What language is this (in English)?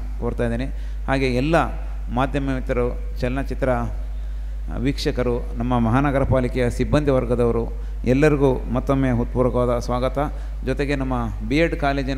Kannada